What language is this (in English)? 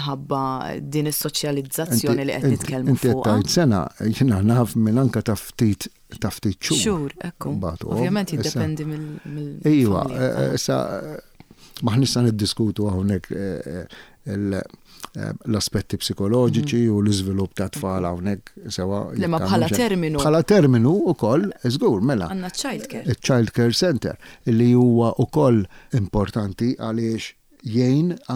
Maltese